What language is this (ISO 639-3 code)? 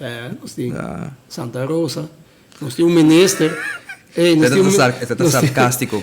pap